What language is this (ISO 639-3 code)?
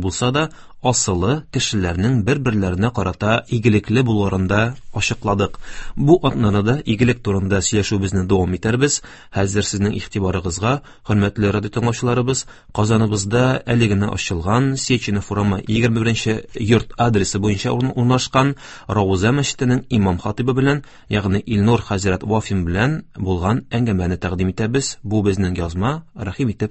tat